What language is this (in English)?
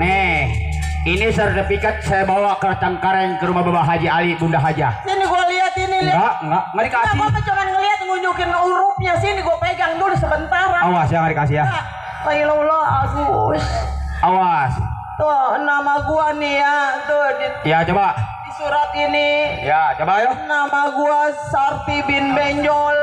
Betawi